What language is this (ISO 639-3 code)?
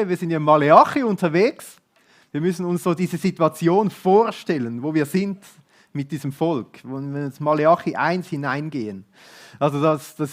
gsw